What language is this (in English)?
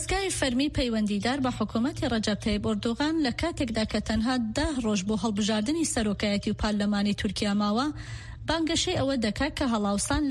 Central Kurdish